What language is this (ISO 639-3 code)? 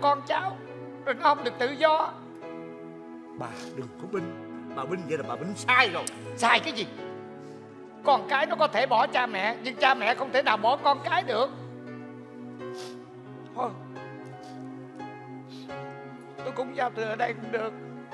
vie